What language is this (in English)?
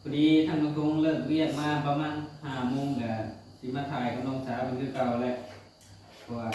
Northeastern Thai